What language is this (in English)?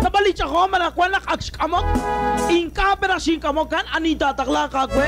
Kekchí